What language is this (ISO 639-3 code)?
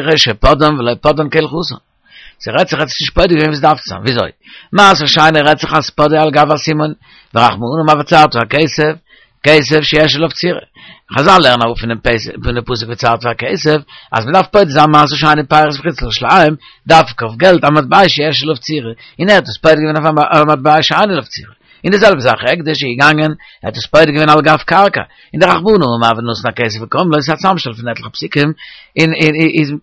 yid